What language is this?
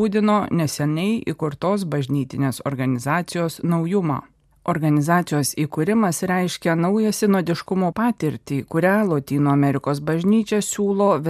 Lithuanian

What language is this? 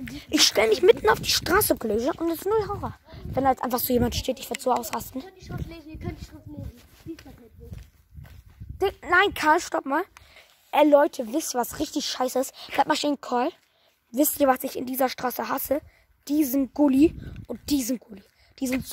German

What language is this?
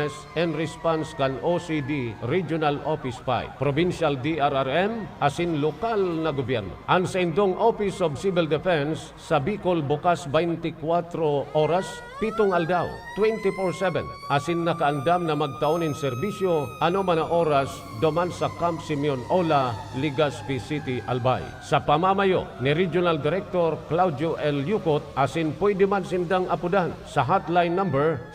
Bikol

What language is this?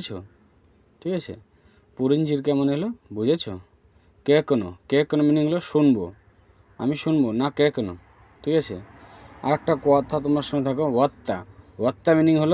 Bangla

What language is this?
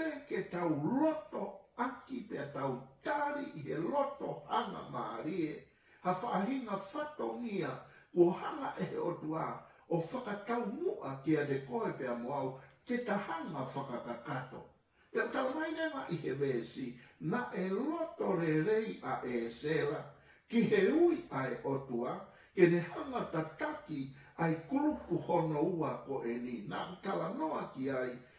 Tongan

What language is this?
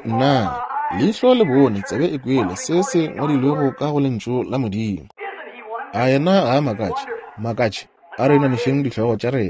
Northern Sotho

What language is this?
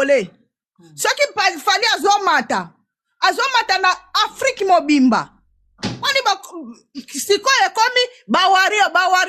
Lingala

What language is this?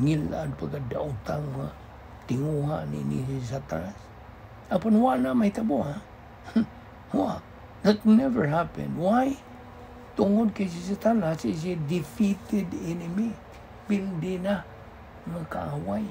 Cebuano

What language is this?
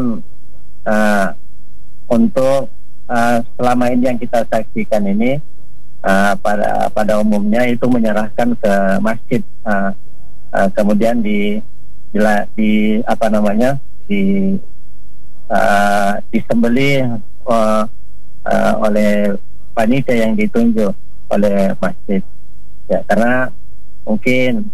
Indonesian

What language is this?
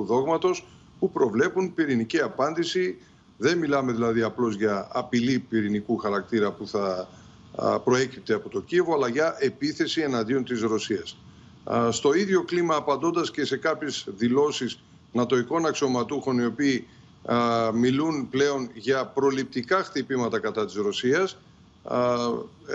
Greek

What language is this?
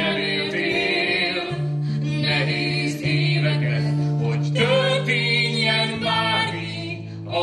Hungarian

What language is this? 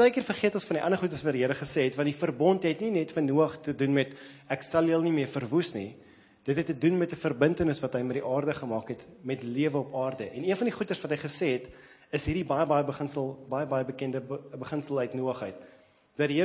Afrikaans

